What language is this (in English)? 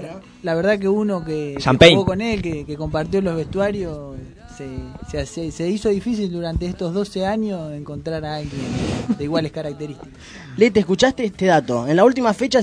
Spanish